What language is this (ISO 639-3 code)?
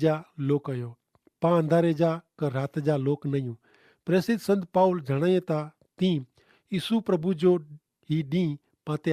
kfr